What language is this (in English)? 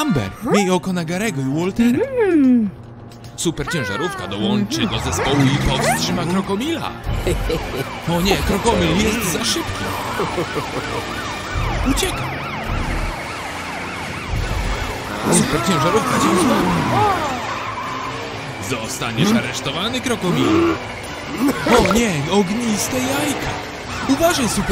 Polish